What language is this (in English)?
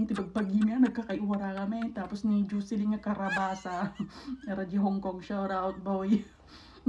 Iloko